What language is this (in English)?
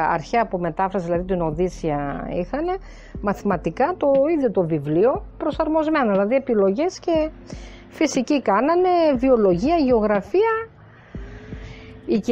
Greek